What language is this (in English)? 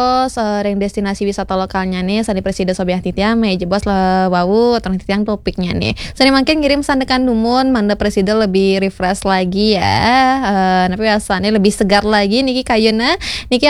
Balinese